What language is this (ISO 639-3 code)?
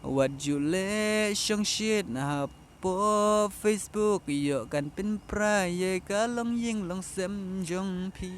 kha